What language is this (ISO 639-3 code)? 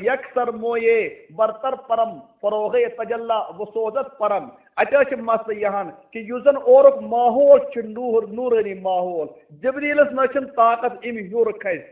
kas